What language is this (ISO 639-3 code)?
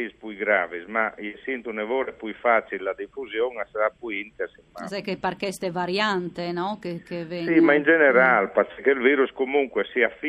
fur